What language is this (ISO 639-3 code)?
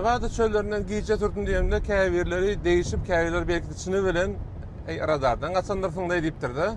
tuk